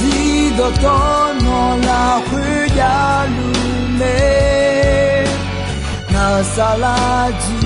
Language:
Akha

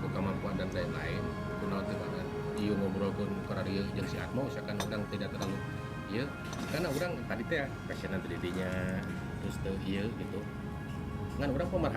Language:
Sundanese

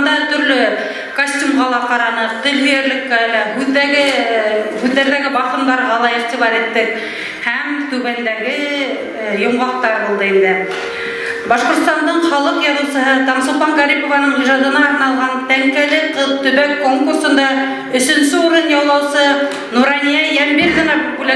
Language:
Bashkir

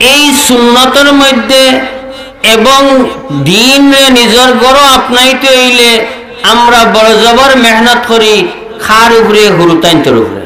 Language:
Sylheti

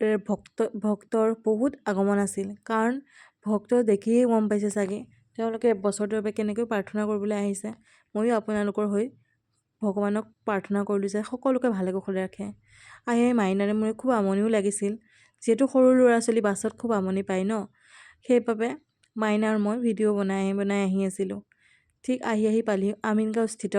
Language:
Assamese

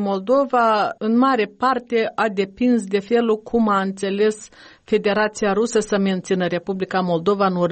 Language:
Romanian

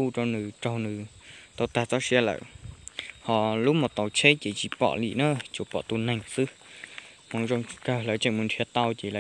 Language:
Hmong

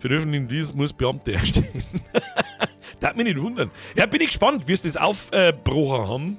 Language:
Bavarian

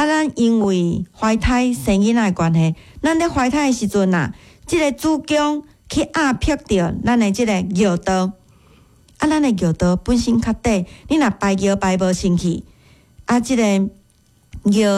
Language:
Min Nan Chinese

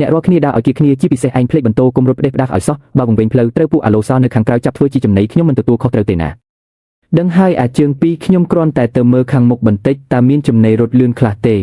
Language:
Khmer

